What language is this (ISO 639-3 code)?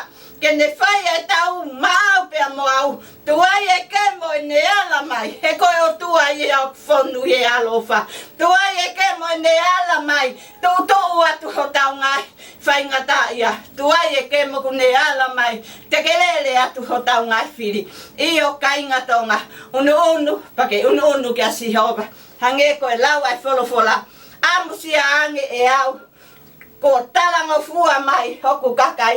ton